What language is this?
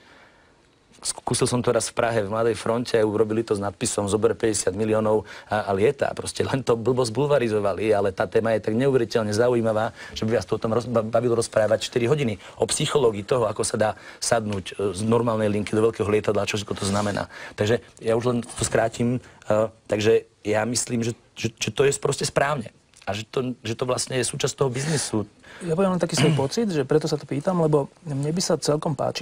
Slovak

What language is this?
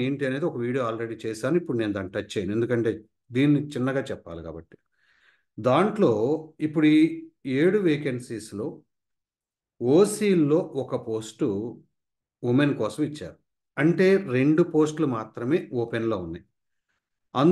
Telugu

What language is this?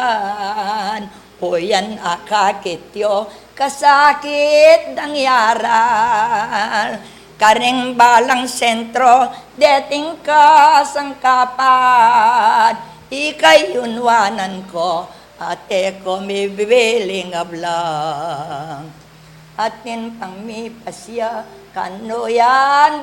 Pampanga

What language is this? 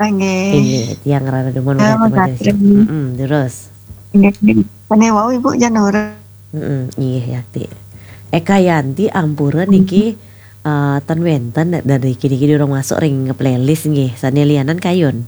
Balinese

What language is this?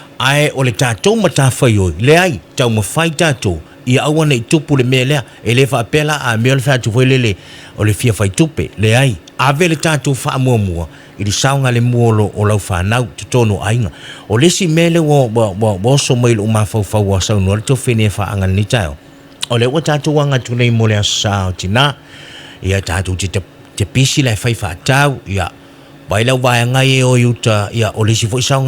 Samoan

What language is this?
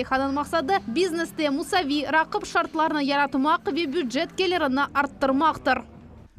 Crimean Tatar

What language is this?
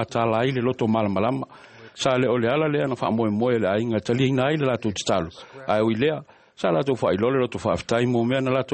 Samoan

